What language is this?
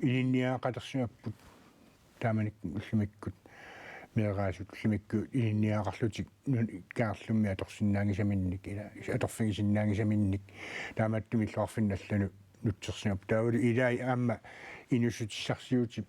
Kalaallisut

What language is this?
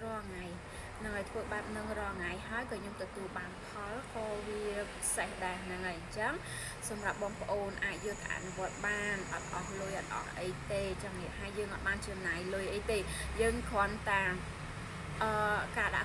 Khmer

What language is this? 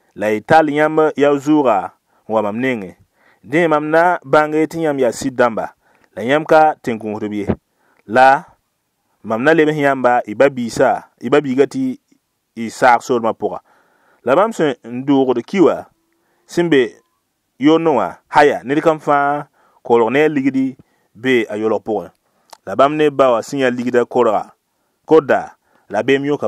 Mossi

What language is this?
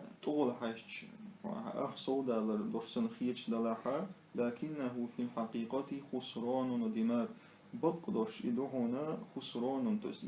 Chechen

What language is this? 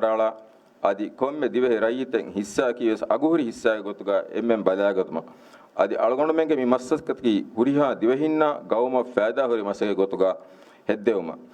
Divehi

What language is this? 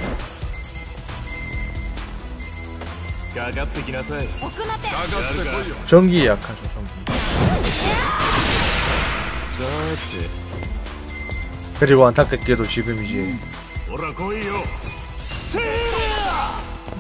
Korean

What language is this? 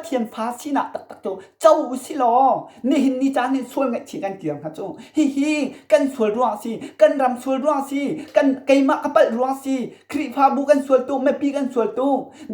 Hakha Chin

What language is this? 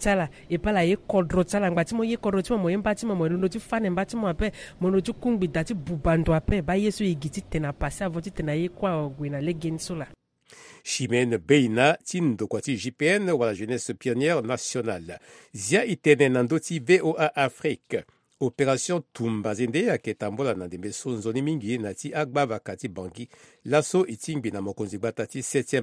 Sango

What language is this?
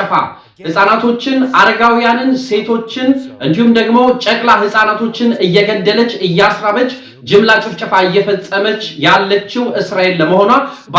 Amharic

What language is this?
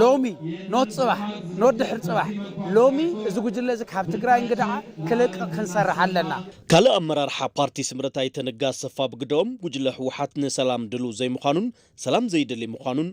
Tigrinya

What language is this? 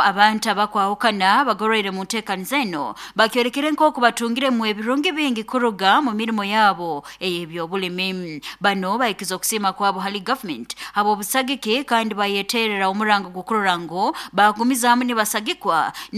Nyankole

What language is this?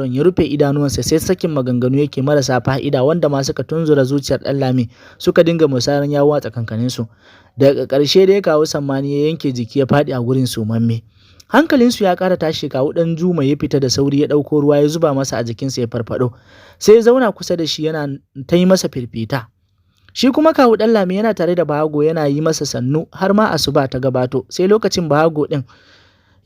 Hausa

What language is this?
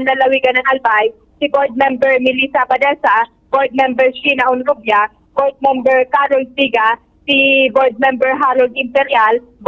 Bikol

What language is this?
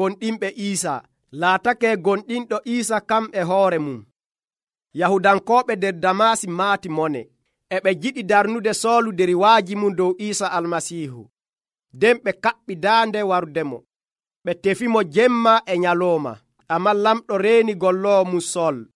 Nigerian Fulfulde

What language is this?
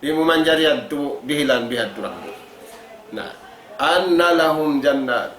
Tausug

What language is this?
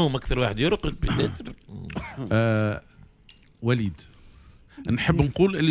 Tunisian Arabic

